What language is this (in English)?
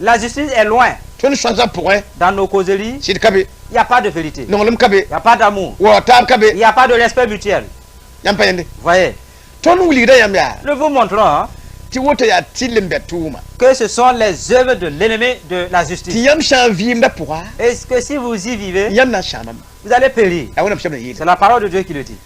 Mossi